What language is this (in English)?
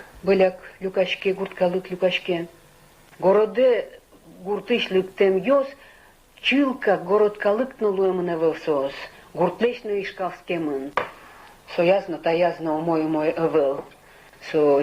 Udmurt